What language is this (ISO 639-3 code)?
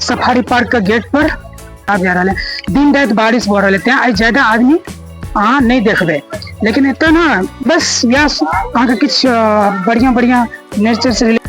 mai